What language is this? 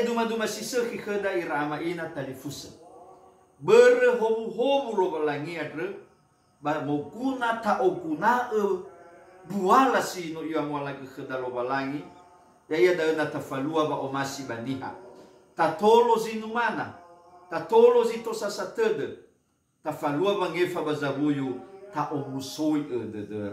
Nias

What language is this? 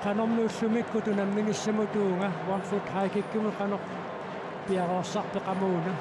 Kalaallisut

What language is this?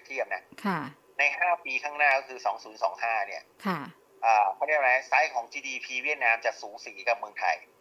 Thai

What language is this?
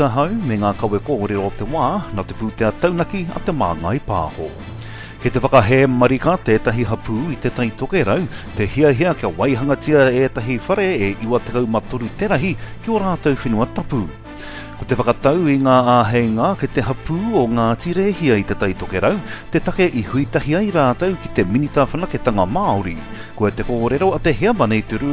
Māori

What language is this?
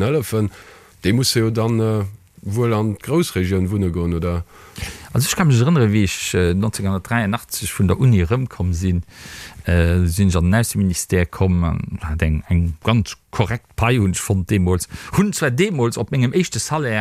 Luxembourgish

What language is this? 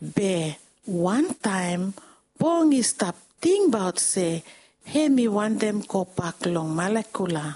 Bislama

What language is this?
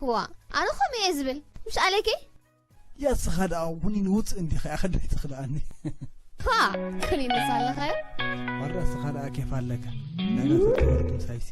Tigrinya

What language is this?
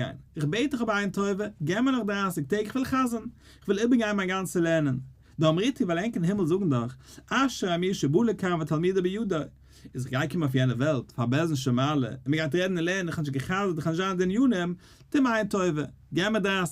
Yiddish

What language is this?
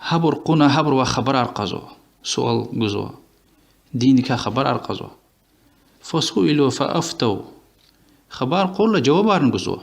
Lezghian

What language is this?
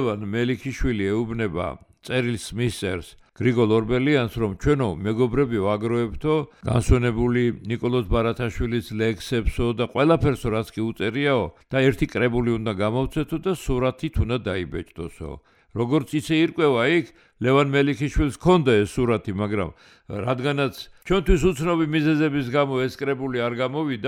Georgian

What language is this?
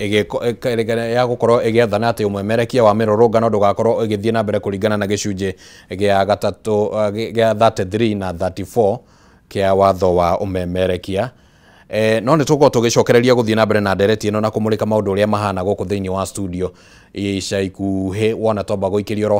Kikuyu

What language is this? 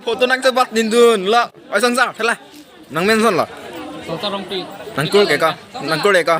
Karbi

